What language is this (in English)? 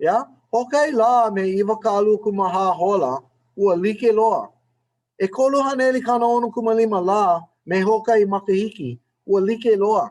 Hawaiian